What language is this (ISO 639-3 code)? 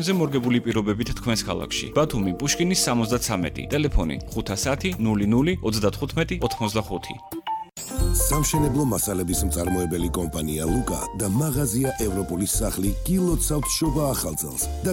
kat